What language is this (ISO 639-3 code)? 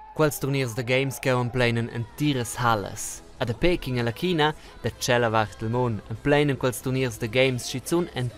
roh